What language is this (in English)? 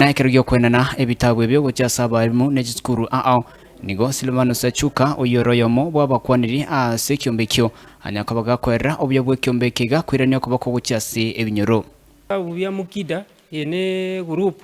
Gusii